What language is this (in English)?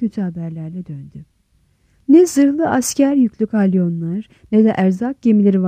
Turkish